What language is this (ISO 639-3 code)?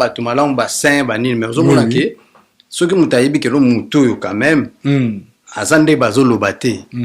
lin